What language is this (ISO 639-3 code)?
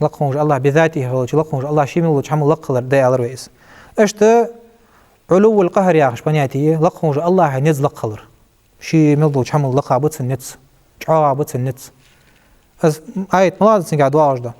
inh